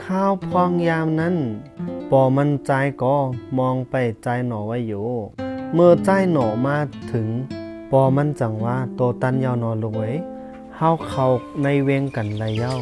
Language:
Shan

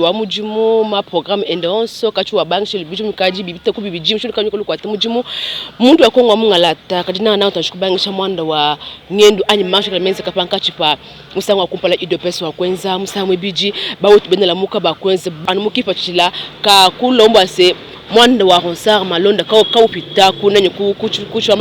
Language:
Luba-Lulua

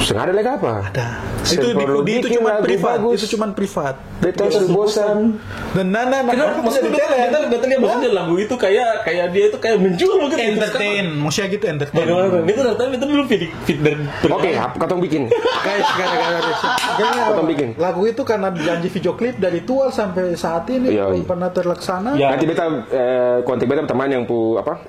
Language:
Ambonese Malay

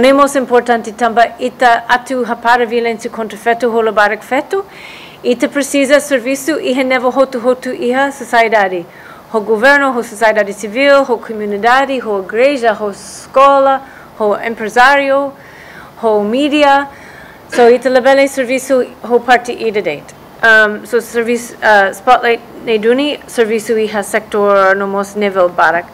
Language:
Tetum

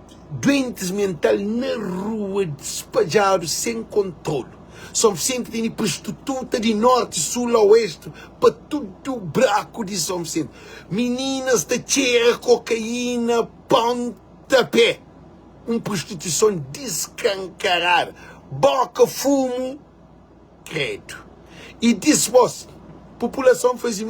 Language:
Kabuverdianu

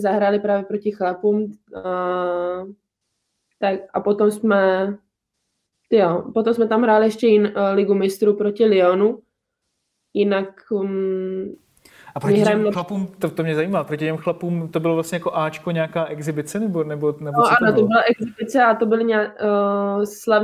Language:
Czech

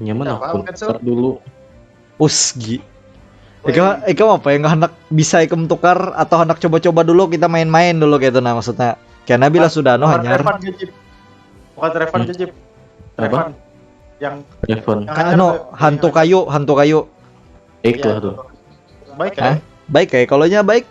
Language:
Banjar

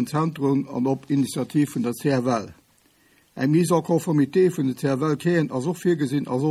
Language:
Luxembourgish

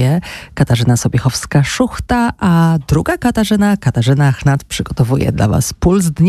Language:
Polish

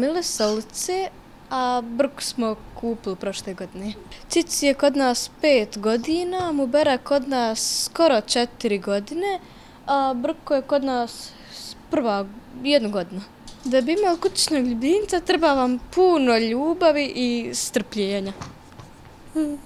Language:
Bosnian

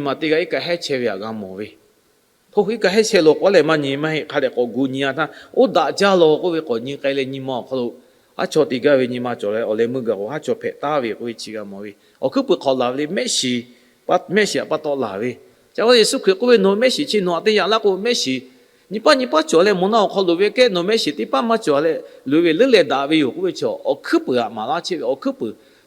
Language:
Lahu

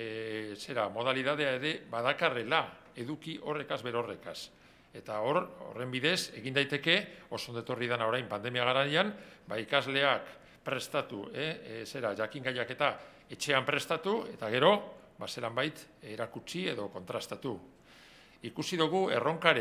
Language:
Basque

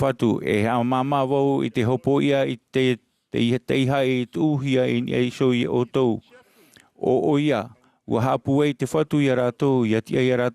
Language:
Tahitian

